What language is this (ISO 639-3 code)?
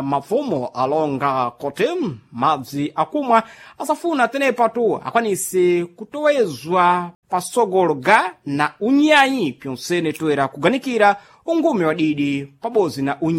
seh